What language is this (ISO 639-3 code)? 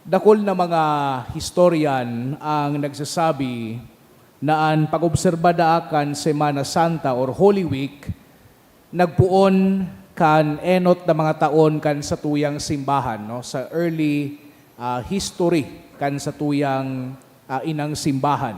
bik